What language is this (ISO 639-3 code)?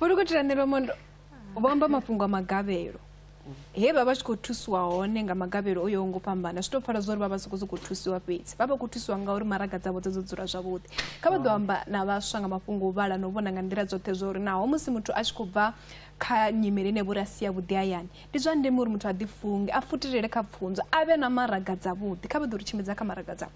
ven